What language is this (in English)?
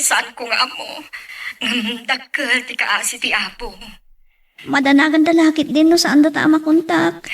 Iloko